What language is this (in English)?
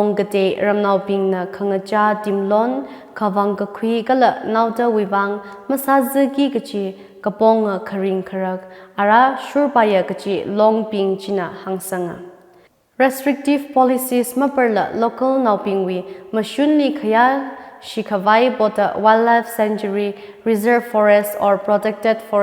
Tangkhul Naga (India)